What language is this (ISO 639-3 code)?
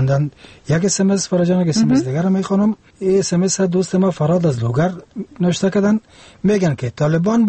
fas